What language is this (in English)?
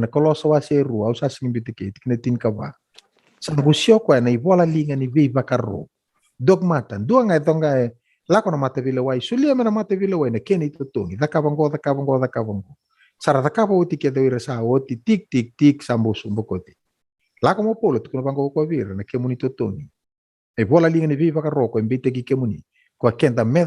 Fijian